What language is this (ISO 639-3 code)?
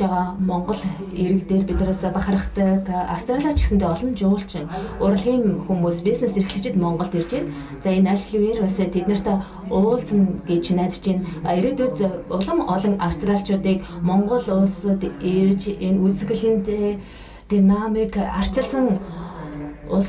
mon